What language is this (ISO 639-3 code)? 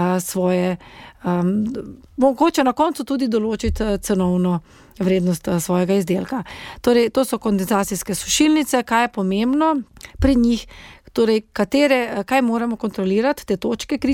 slv